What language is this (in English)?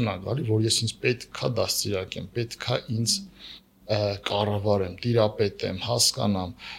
Armenian